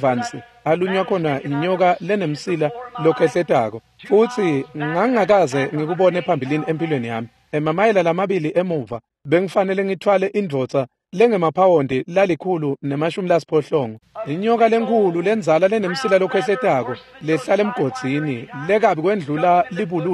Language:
Swati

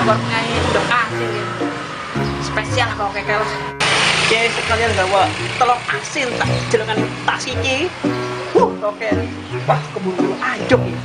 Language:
Betawi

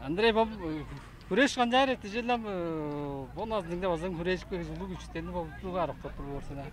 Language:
Tuvinian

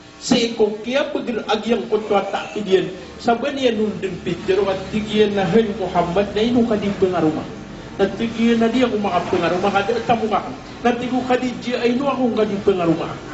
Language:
Maranao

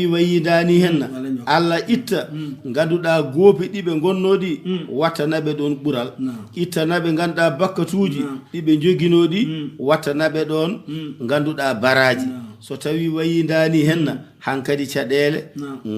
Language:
Fula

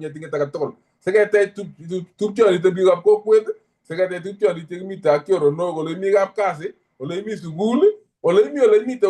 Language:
Kalenjin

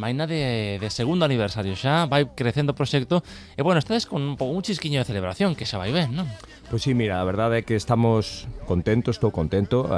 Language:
Galician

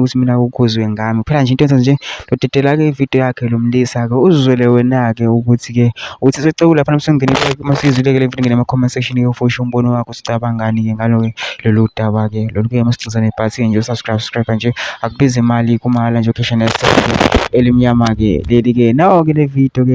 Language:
Zulu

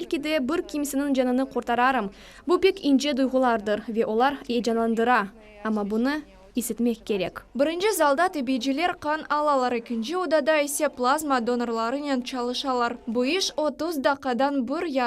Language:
Crimean Tatar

